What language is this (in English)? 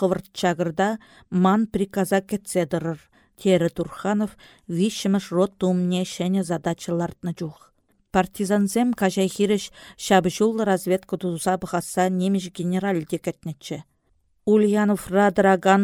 Chuvash